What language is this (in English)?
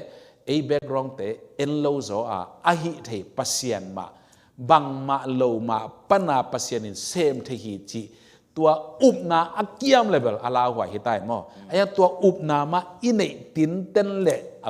Tedim Chin